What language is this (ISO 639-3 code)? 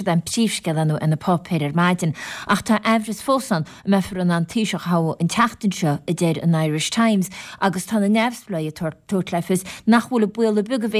gle